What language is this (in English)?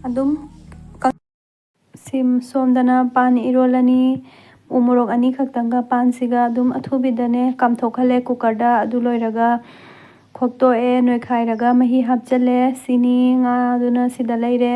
Manipuri